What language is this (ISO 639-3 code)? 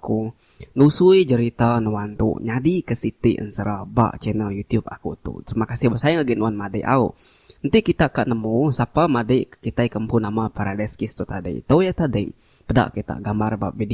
iba